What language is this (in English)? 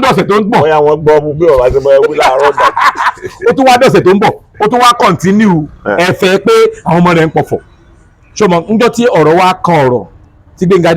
Yoruba